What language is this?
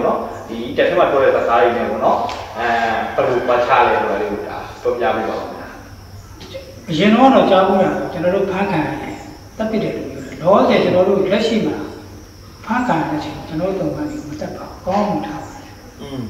Burmese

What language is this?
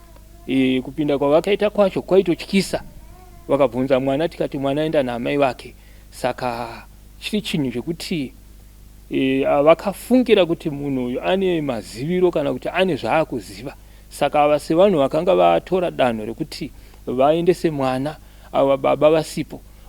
Shona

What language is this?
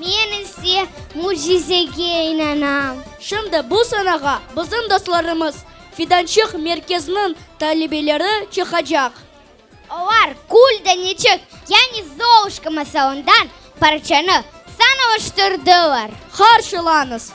Crimean Tatar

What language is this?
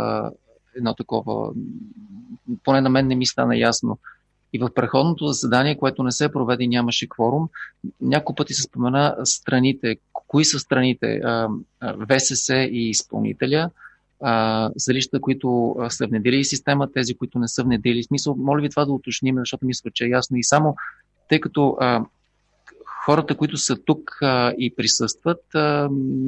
Bulgarian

